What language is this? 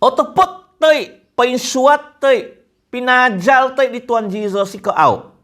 Central Dusun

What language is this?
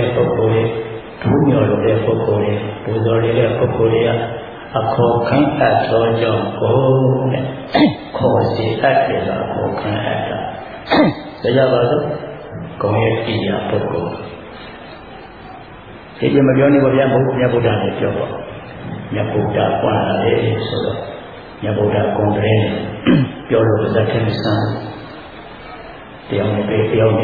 Burmese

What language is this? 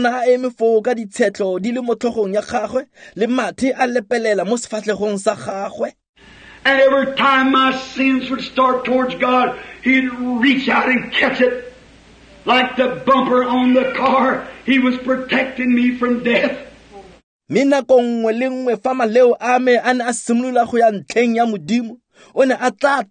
Tswana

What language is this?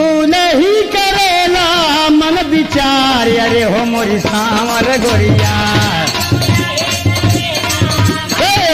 Bhojpuri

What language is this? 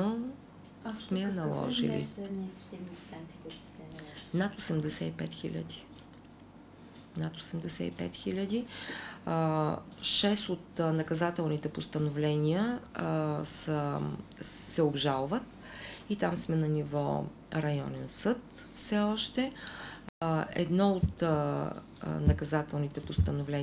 Bulgarian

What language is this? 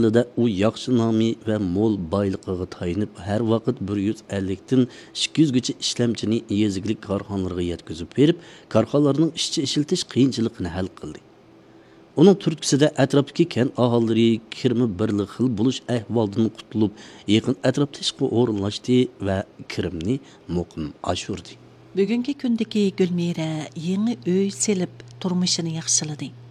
Uyghur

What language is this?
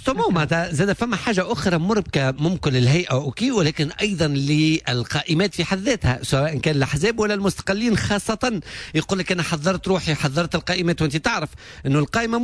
Tunisian Arabic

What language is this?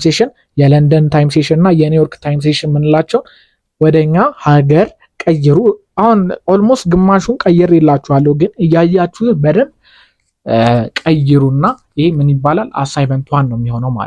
Amharic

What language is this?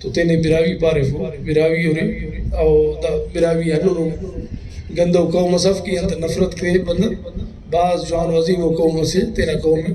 Brahui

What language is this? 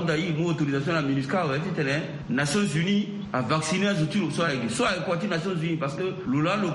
Sango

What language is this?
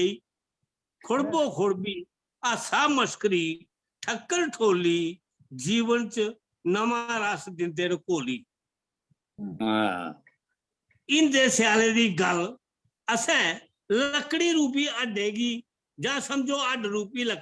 Dogri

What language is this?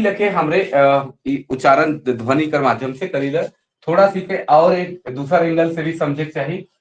Sadri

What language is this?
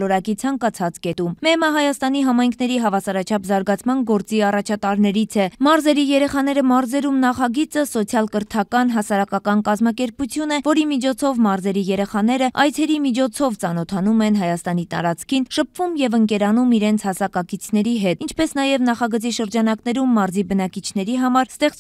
Armenian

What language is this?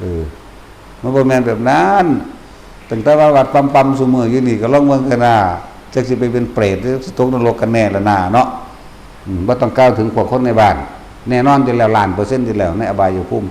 Northeastern Thai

